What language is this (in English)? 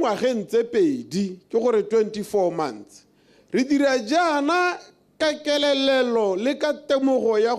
Tswana